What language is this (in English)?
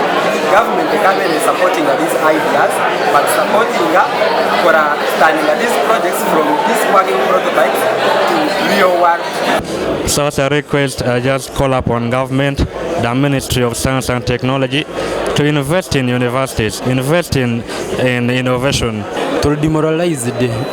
Nyankole